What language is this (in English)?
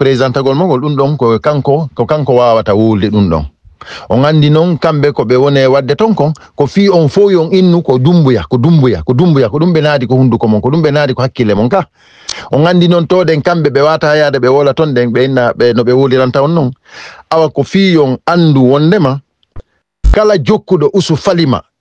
Fula